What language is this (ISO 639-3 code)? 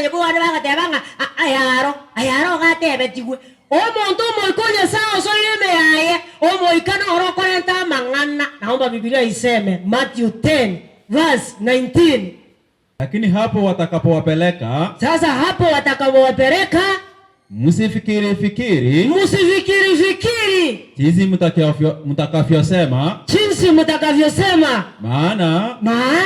guz